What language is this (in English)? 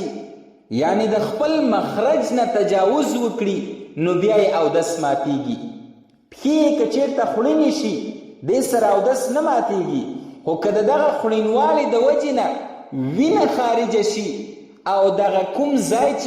Pashto